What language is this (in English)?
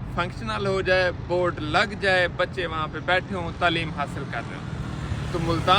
Saraiki